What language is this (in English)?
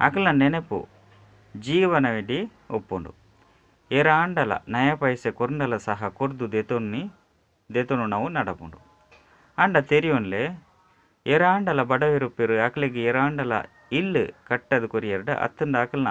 Tulu